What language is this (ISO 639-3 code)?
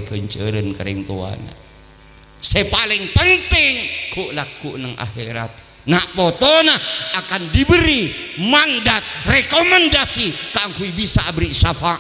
mad